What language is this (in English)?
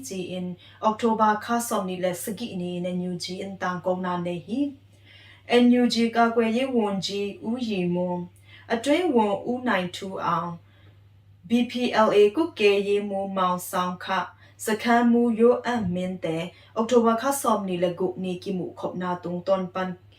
Tedim Chin